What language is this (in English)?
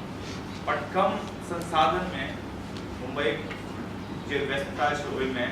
Maithili